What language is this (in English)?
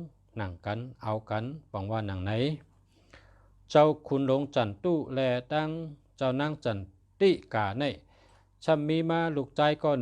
Shan